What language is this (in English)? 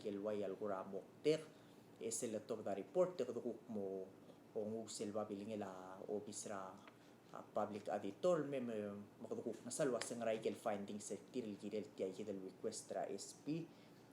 Palauan